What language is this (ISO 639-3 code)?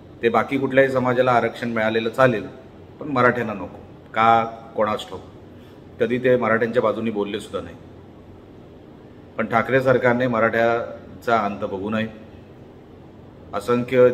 mar